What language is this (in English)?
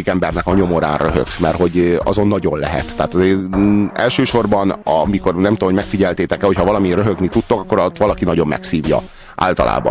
Hungarian